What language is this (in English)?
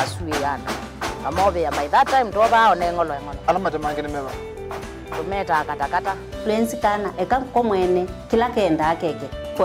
Kamba